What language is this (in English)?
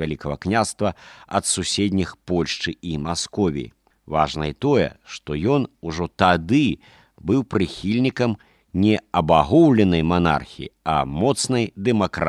Belarusian